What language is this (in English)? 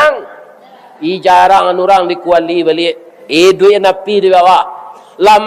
Minangkabau